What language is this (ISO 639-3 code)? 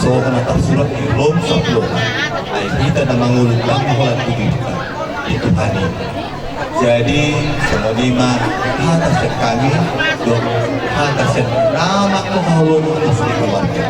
bbc